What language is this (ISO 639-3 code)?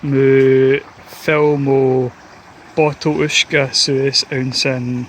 gla